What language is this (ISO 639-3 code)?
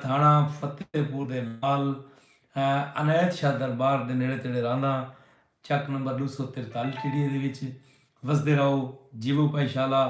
skr